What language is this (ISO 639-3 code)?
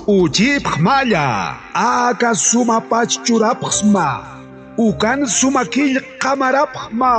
aym